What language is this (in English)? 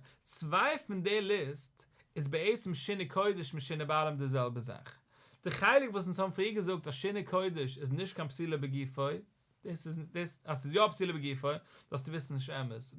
Yiddish